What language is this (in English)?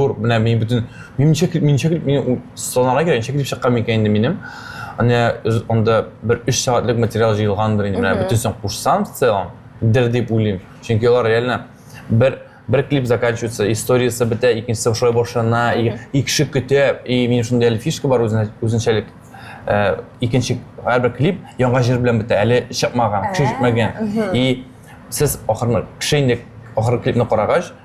Tatar